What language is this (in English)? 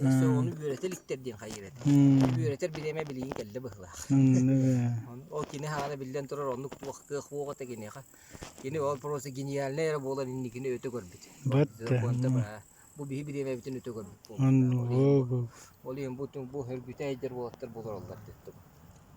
Yakut